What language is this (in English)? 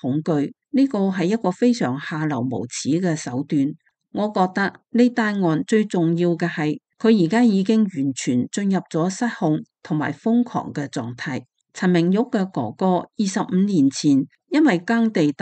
Cantonese